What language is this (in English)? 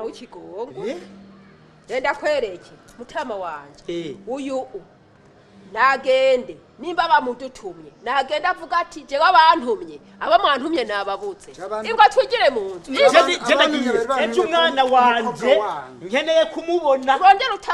Rundi